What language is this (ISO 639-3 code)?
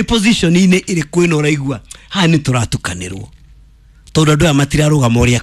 kik